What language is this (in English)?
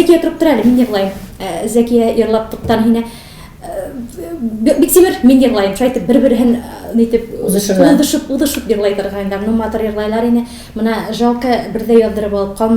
Tatar